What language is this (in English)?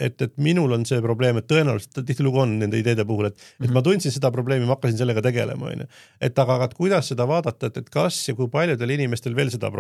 Estonian